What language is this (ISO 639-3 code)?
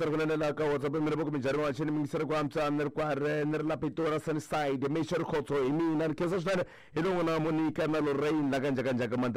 tso